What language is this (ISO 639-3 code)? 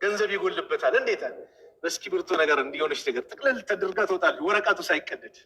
amh